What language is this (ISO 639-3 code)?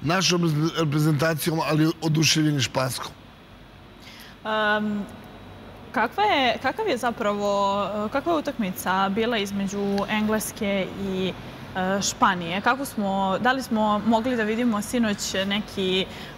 srp